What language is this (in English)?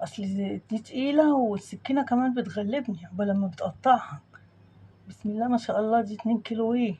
Egyptian Arabic